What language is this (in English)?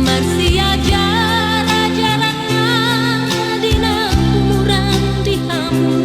Batak Toba